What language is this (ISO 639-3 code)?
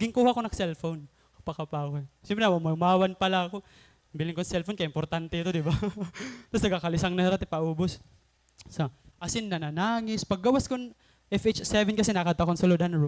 war